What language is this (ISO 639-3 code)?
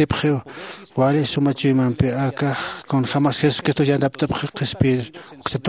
aym